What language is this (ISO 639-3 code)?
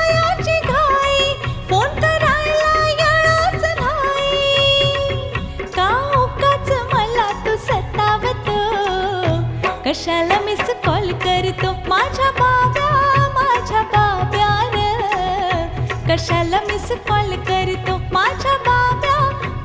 mar